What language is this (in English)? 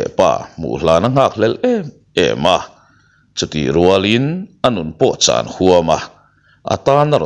Mizo